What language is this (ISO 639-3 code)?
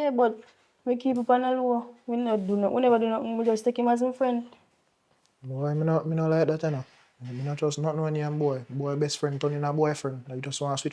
jam